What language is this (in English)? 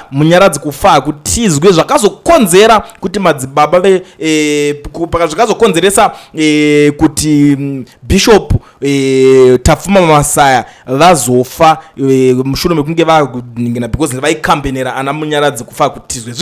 Shona